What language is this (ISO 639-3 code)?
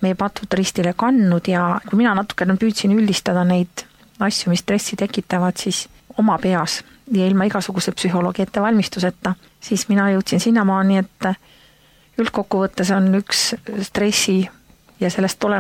est